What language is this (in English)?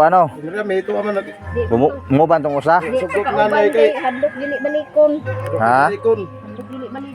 Cebuano